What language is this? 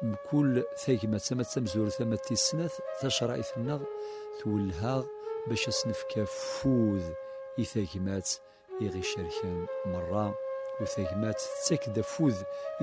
Kabyle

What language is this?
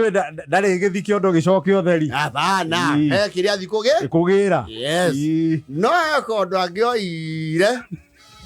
Kikuyu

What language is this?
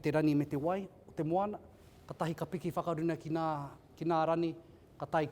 Māori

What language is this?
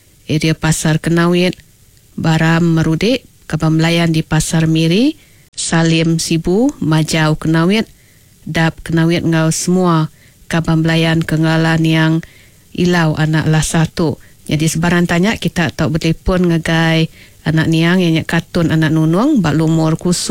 Iban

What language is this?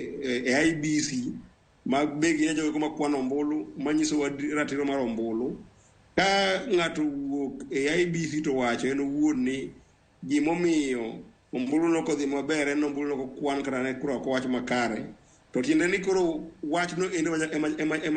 Luo (Kenya and Tanzania)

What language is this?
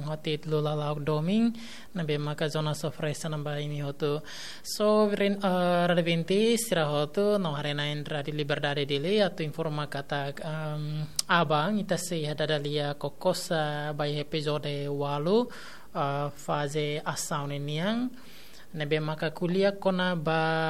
Tetum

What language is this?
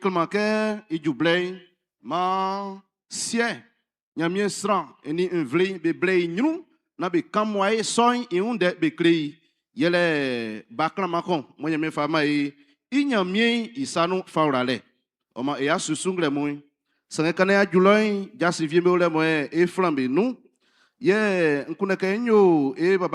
Baoulé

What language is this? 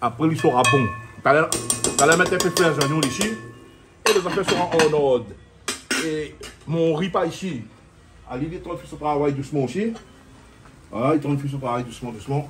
Réunion Creole French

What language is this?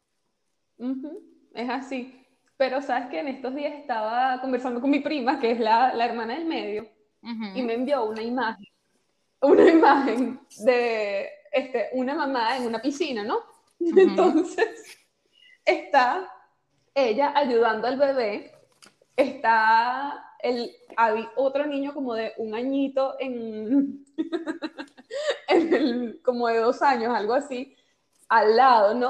Spanish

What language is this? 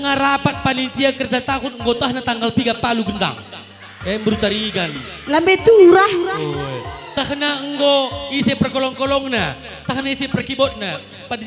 Batak Karo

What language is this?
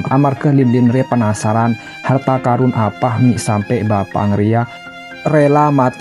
Madurese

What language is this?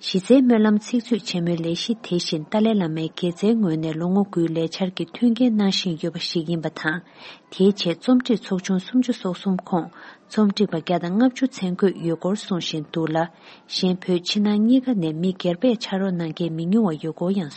Tibetan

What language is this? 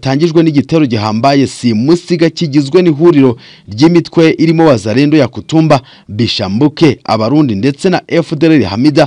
Kinyarwanda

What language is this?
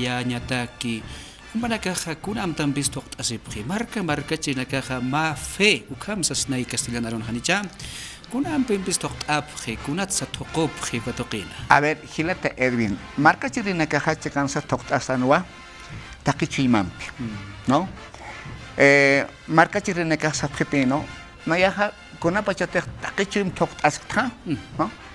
Aymara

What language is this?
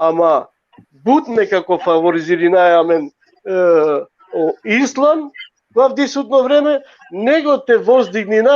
Balkan Romani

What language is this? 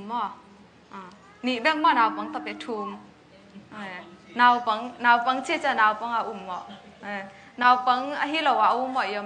Tedim Chin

